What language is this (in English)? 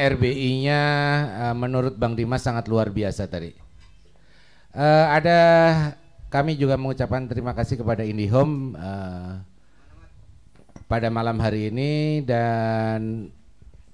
Indonesian